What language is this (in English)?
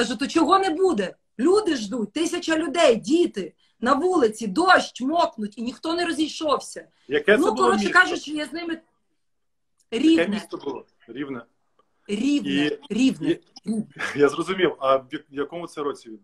Ukrainian